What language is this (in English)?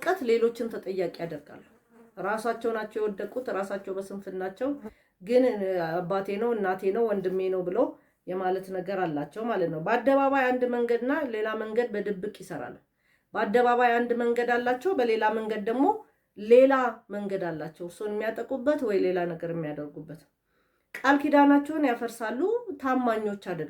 Amharic